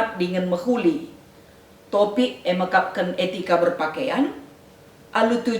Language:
Batak Karo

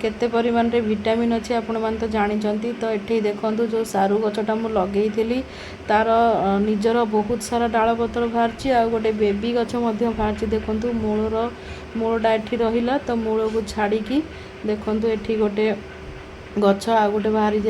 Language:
Odia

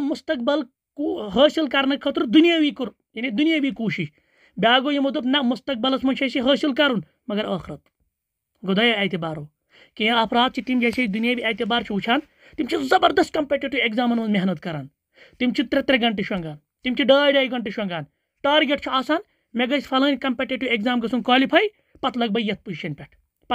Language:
Kashmiri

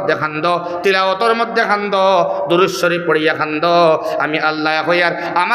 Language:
Sylheti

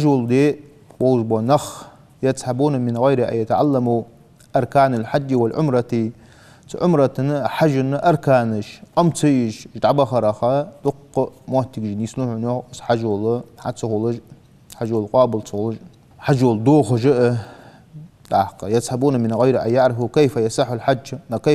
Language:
Ingush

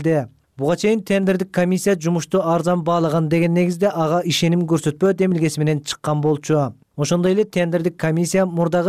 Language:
Kyrgyz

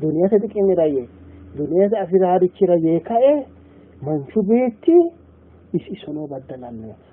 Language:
Sidamo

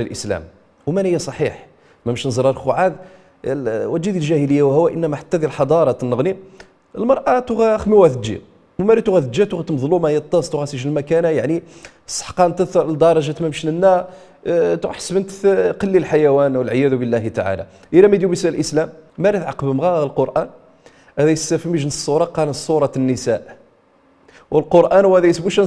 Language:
Riffian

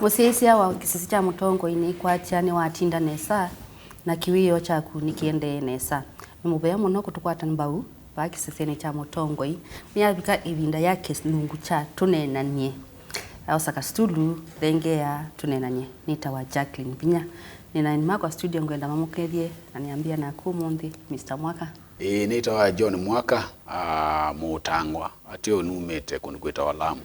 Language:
Kamba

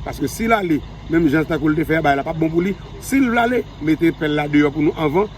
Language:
Haitian Creole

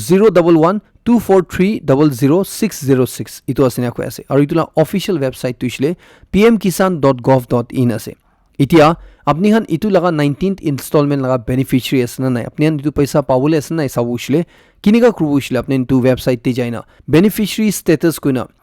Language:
Naga Pidgin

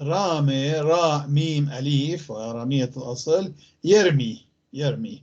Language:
North Levantine Arabic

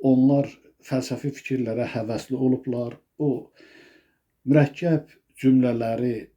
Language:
Azerbaijani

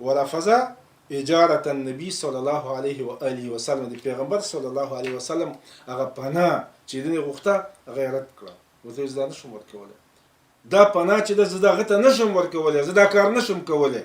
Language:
Pashto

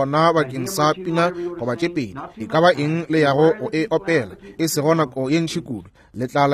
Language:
Northern Sotho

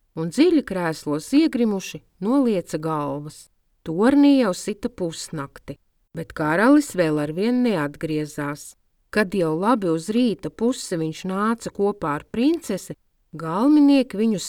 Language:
Latvian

